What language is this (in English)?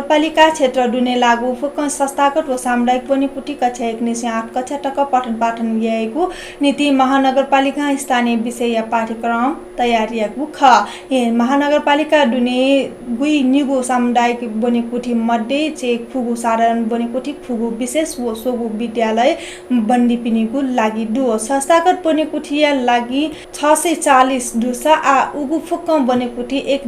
Newari